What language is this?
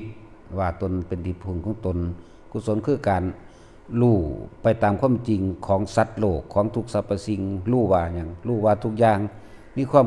Northeastern Thai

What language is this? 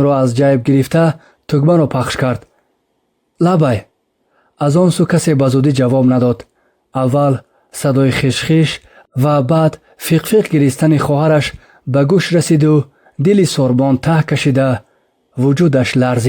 Tajik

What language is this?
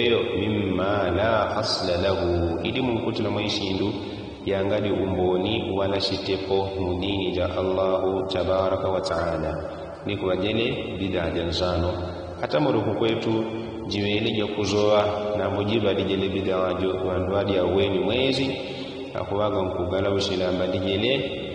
Yao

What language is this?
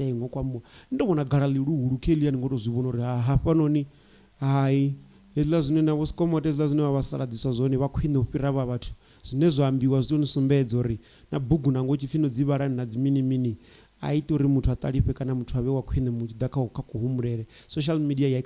Venda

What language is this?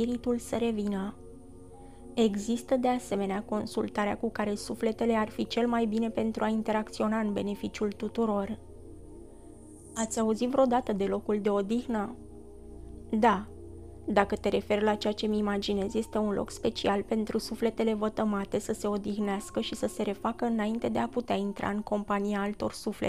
Romanian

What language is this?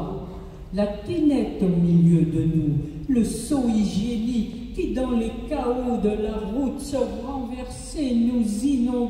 French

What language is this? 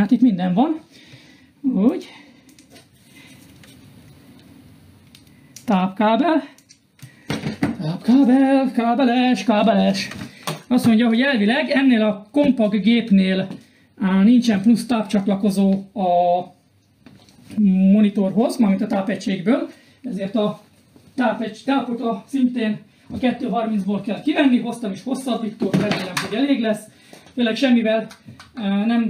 Hungarian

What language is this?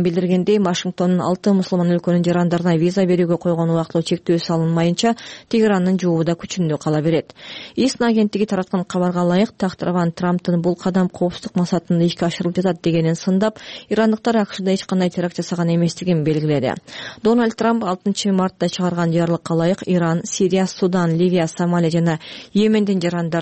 Kyrgyz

